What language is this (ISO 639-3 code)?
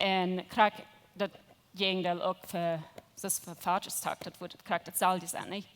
pdt